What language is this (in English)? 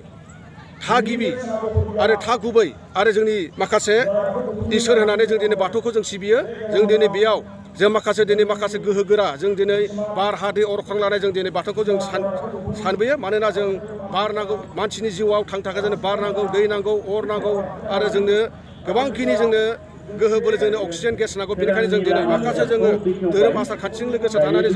Bodo